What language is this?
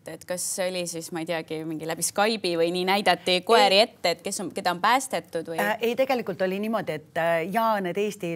Estonian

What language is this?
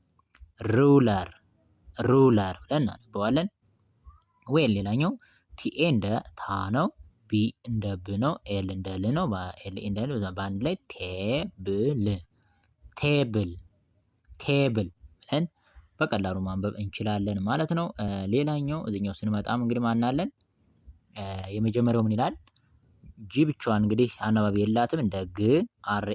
Amharic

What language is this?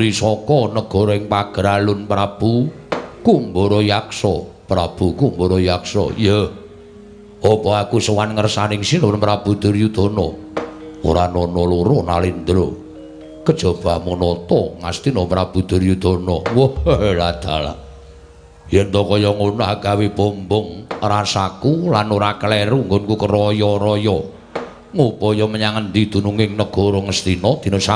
Javanese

